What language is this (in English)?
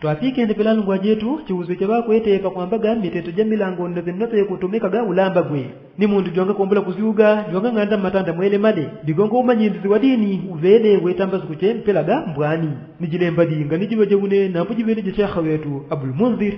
Yao